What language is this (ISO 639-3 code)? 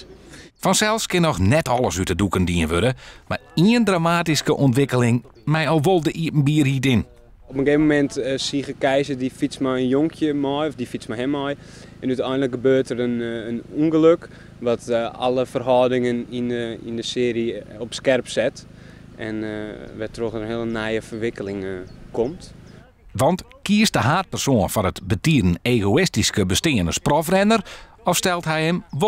fry